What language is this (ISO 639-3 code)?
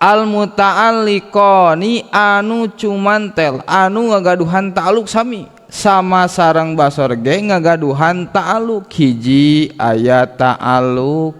sun